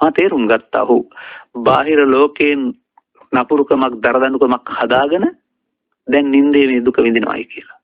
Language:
Sinhala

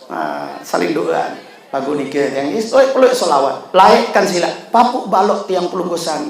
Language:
Sasak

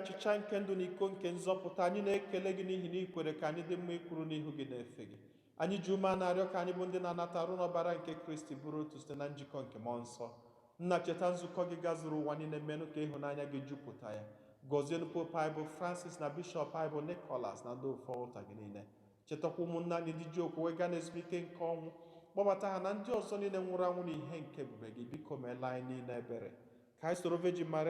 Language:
Igbo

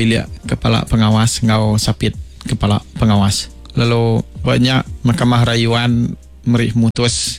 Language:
Iban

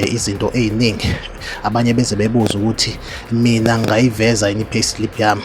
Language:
Zulu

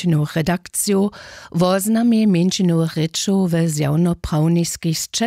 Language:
Upper Sorbian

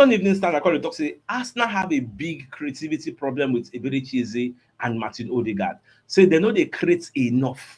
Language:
Nigerian Pidgin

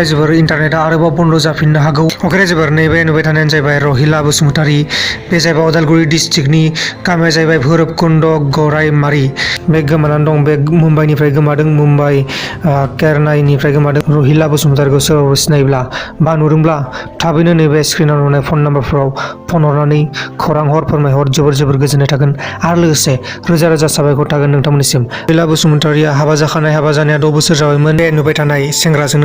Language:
Bodo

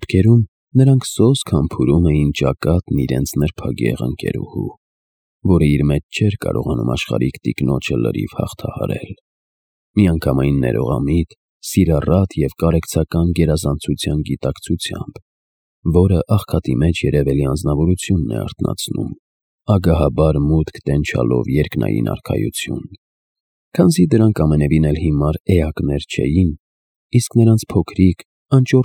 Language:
Armenian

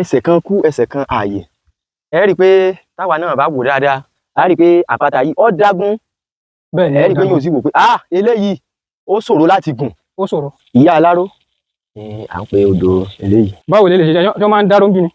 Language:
Yoruba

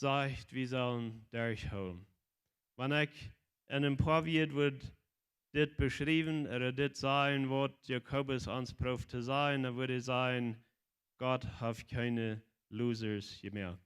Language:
Plautdietsch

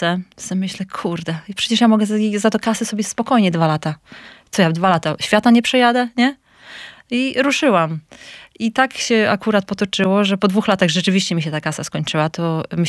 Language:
Polish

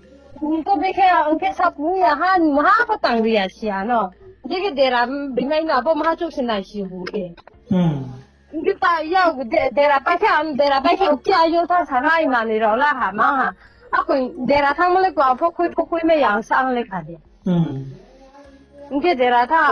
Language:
Riang (India)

